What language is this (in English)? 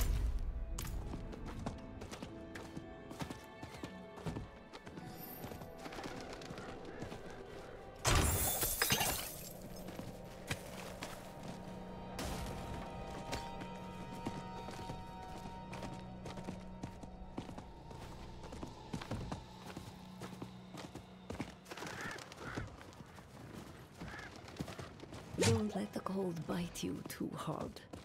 English